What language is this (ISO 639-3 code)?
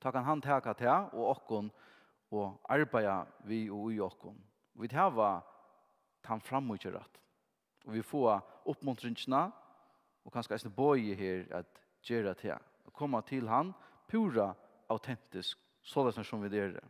fao